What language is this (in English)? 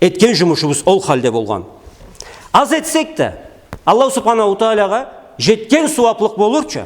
Karachay-Balkar